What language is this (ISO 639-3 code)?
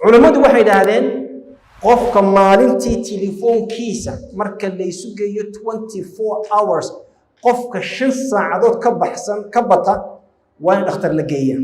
som